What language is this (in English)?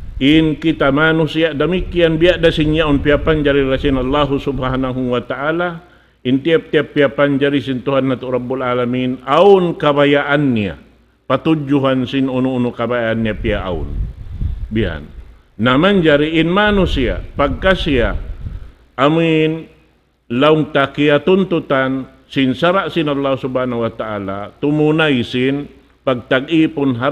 Tausug